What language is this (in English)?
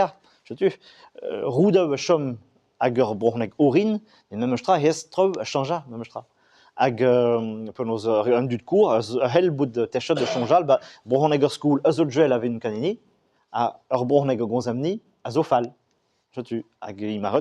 Breton